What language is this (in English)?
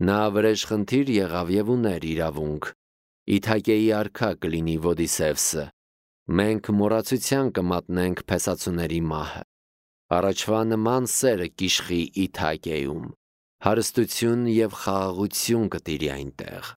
Armenian